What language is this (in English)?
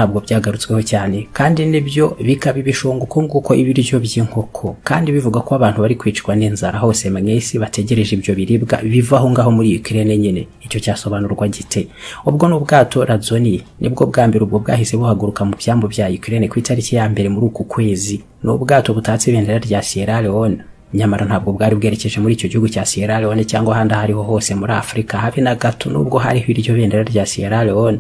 Kinyarwanda